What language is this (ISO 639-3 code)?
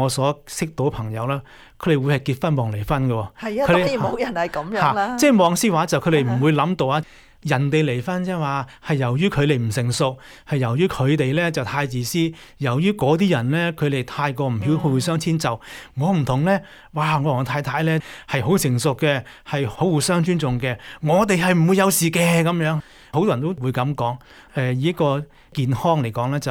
yue